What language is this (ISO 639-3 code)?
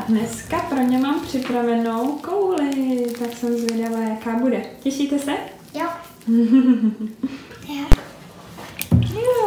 ces